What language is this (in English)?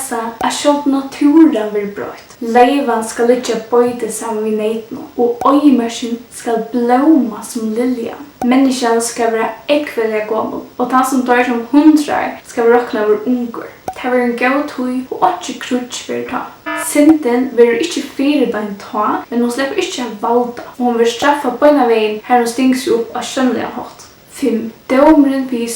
Faroese